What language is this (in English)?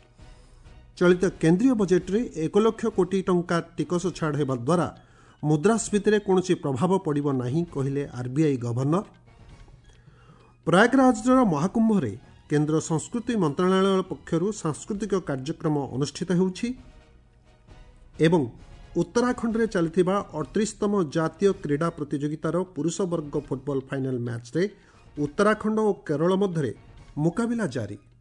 Odia